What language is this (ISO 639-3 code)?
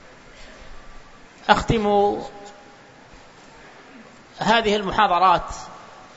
ind